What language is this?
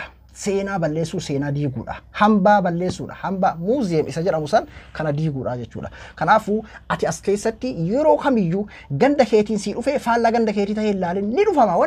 Oromo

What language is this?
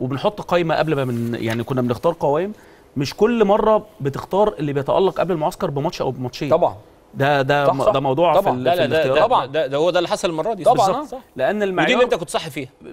Egyptian Arabic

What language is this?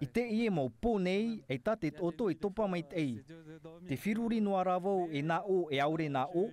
Tahitian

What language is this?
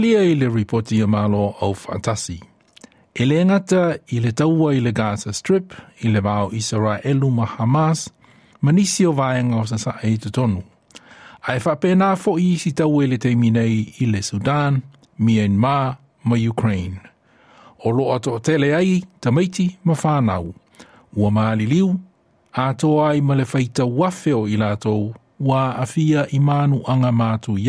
Samoan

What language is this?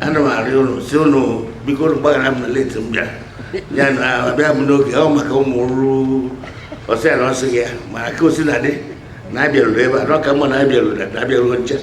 Igbo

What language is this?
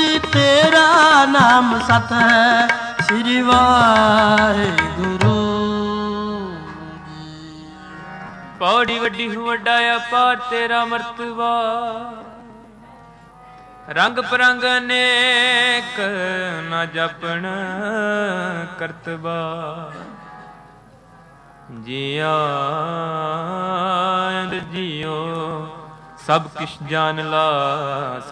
Punjabi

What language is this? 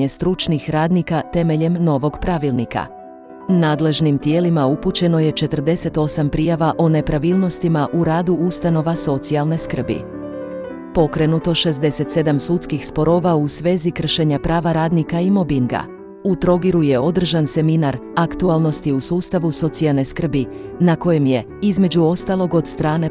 Croatian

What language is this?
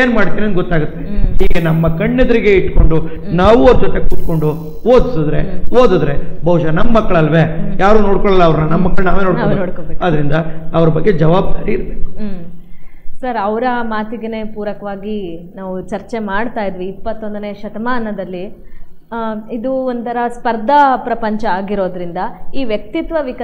Kannada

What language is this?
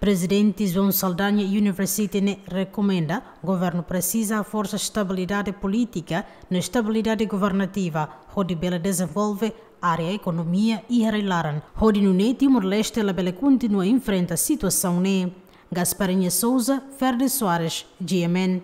Tetum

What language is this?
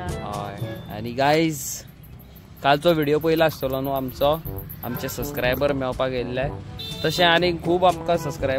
Konkani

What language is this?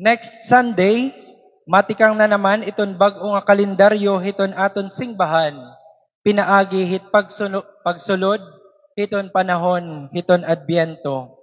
Waray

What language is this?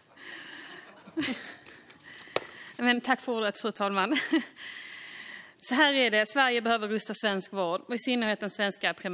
Swedish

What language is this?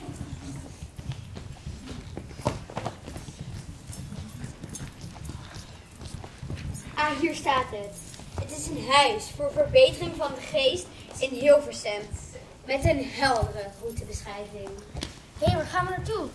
Dutch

